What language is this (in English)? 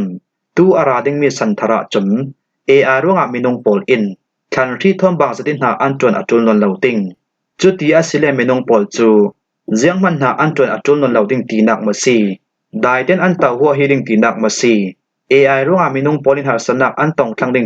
Falam Chin